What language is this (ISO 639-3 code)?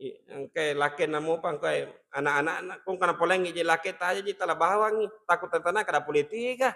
bug